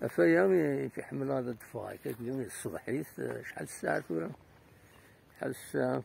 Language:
Kabyle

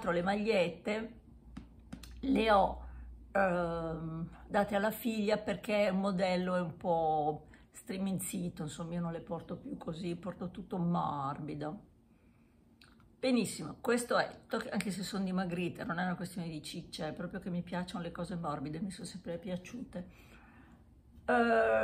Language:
Italian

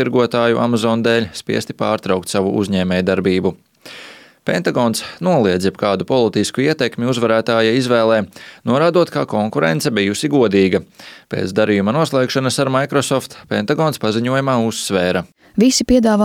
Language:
Latvian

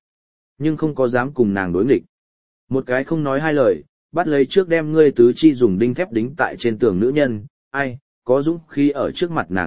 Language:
Vietnamese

